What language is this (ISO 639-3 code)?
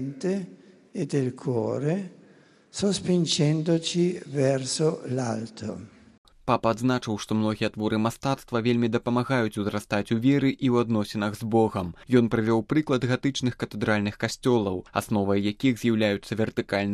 bel